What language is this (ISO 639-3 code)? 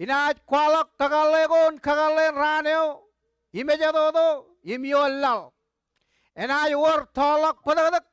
mah